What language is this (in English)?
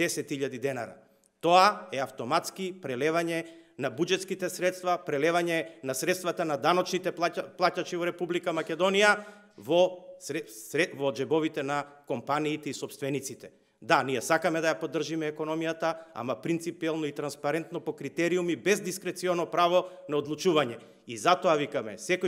Macedonian